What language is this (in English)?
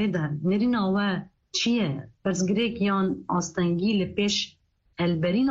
Kurdish